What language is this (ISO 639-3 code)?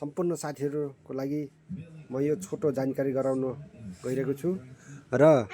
nep